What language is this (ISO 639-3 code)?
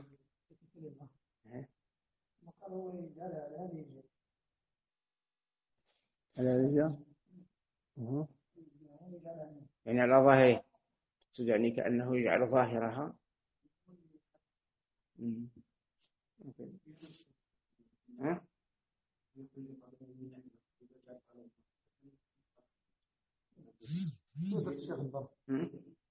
ara